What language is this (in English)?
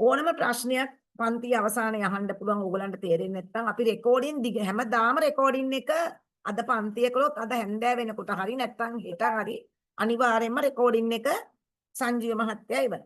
Sinhala